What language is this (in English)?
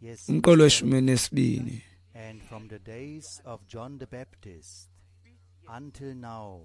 Xhosa